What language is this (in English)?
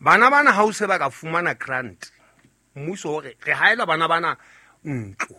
Southern Sotho